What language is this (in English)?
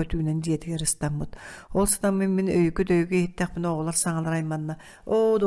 Yakut